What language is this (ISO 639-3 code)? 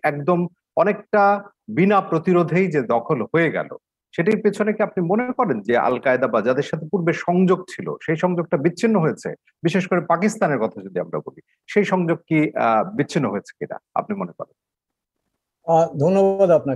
ben